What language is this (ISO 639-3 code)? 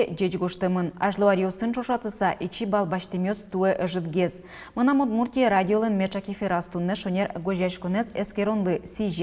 udm